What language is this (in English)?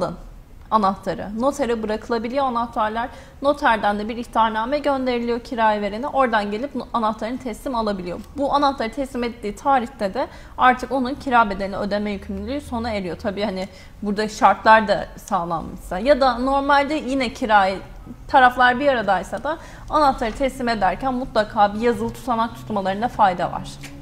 Turkish